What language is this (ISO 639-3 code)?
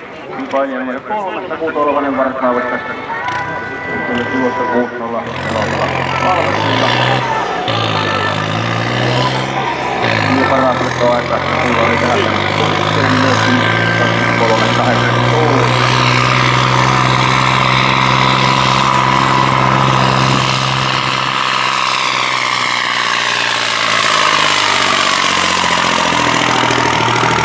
fin